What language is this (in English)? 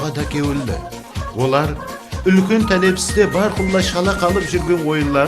Kara-Kalpak